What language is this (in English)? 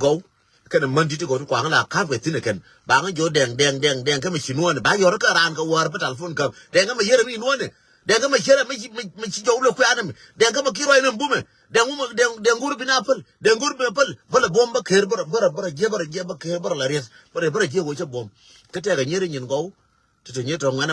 Nuer